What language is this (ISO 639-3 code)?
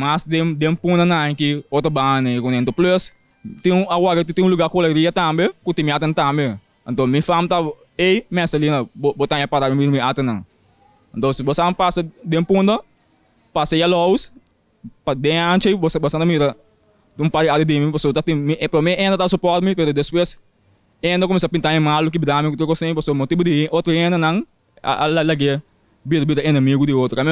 pap